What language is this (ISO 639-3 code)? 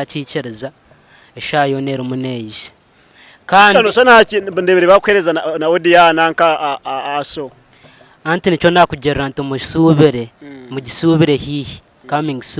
nyn